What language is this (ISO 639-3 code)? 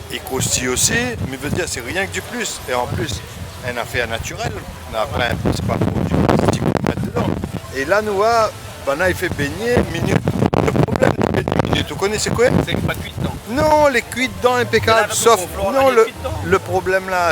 rcf